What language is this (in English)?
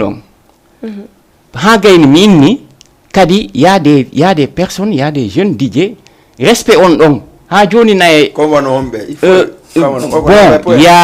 Fula